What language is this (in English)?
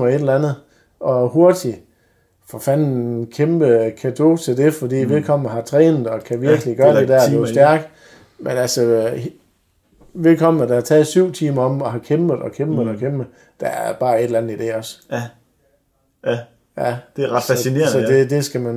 Danish